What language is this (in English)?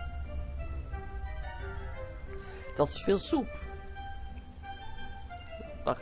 Dutch